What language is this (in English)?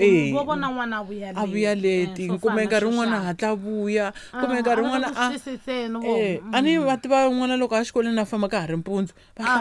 Tsonga